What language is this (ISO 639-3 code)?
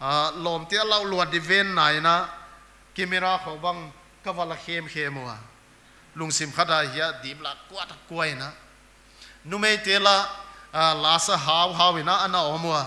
pck